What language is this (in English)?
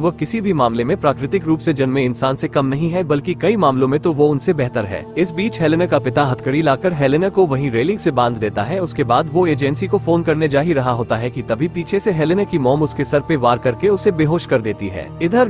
Hindi